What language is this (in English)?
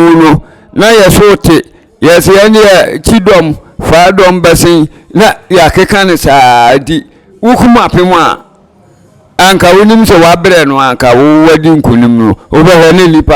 Akan